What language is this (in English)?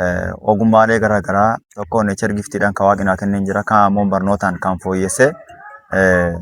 Oromo